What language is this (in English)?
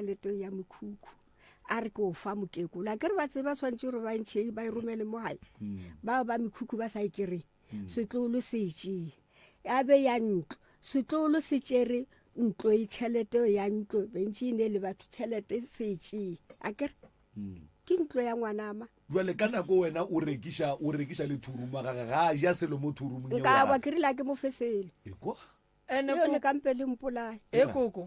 Northern Sotho